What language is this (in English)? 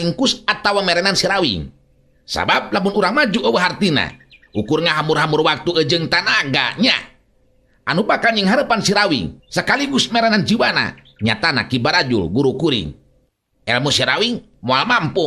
Sundanese